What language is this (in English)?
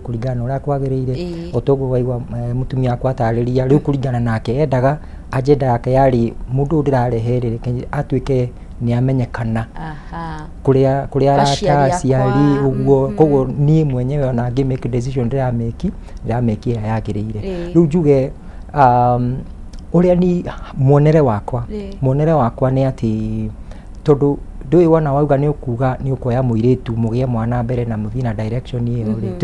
Kikuyu